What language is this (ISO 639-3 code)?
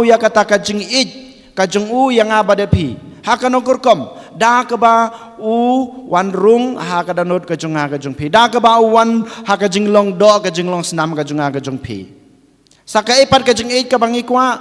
kha